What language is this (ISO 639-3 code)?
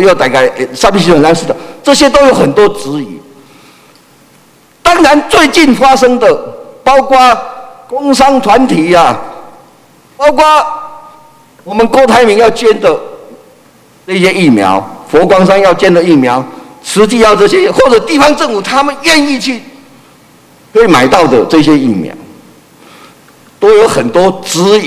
zho